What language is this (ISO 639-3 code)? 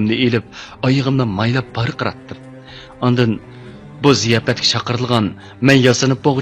uig